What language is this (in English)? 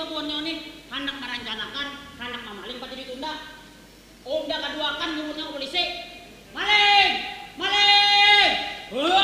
Banjar